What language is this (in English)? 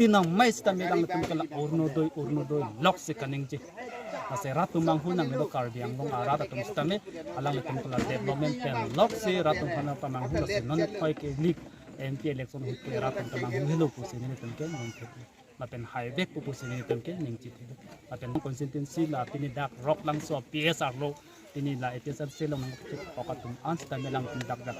Karbi